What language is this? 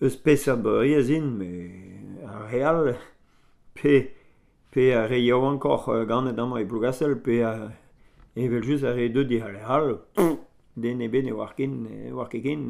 Breton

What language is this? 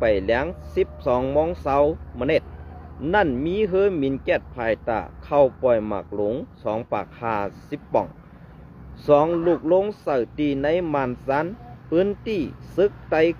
Shan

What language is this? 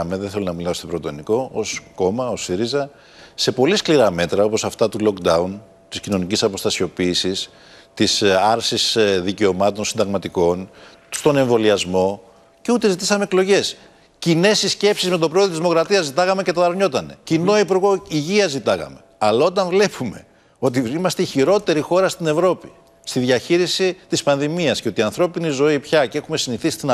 Greek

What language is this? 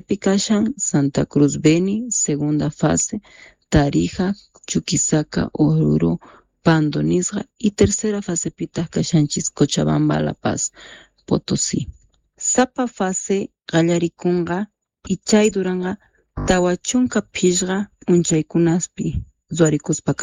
Quechua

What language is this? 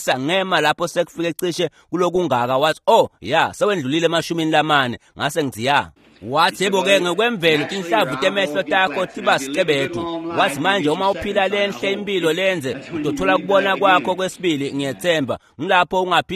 Swati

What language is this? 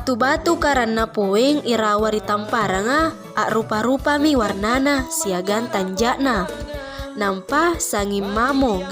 Makasar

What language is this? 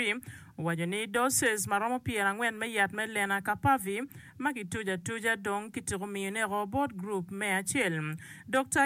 Acoli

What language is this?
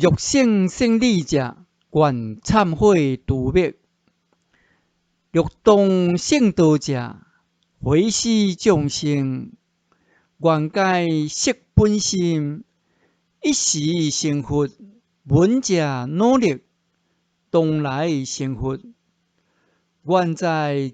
Min Nan Chinese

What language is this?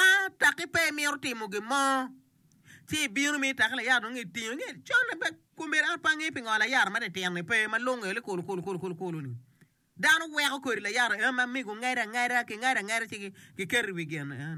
Acoli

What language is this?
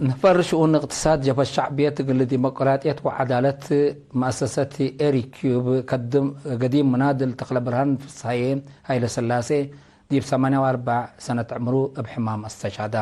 Tigre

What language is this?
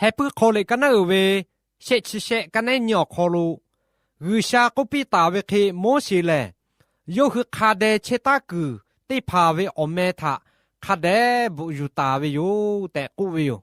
Lahu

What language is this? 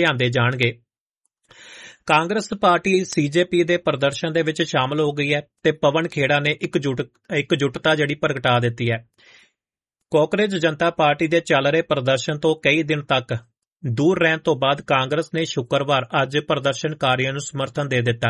Punjabi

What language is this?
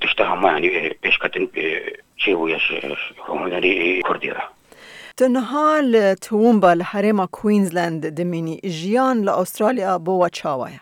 Kurdish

